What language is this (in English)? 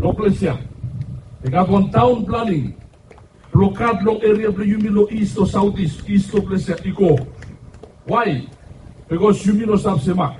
Bislama